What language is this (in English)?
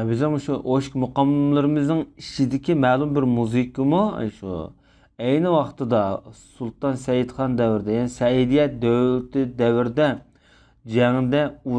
Uyghur